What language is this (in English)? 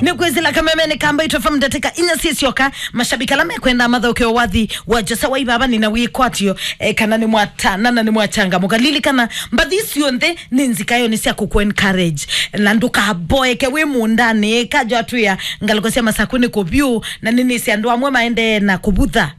Kamba